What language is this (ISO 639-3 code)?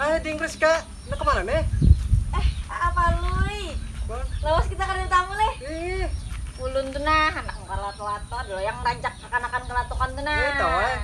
bjn